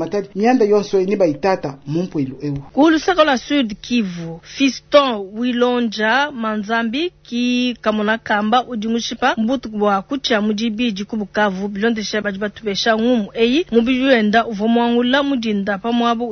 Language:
Luba-Lulua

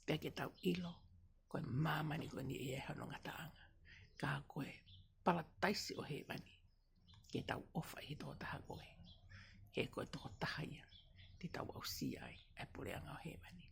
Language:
Tongan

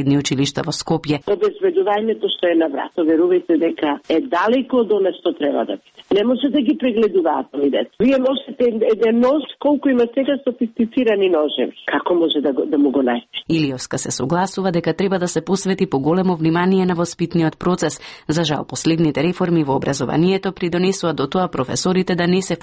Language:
Macedonian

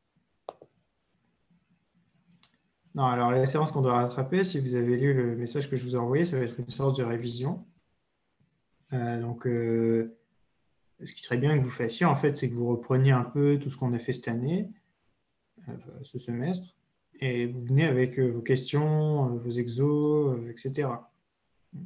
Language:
French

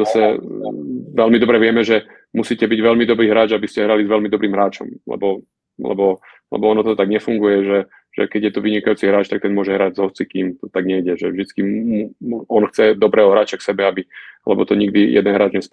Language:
Slovak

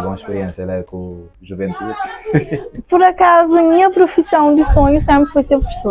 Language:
Kabuverdianu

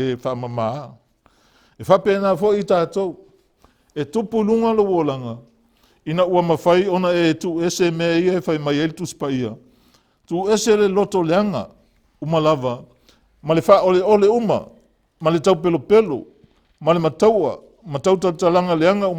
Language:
Samoan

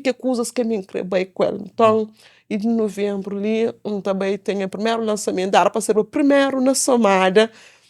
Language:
Kabuverdianu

